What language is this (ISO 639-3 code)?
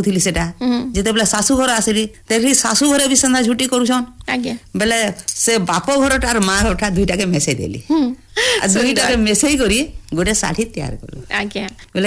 ori